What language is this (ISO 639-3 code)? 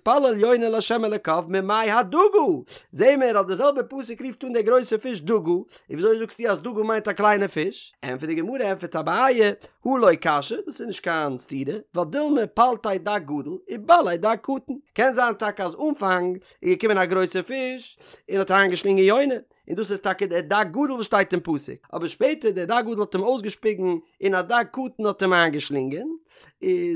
yid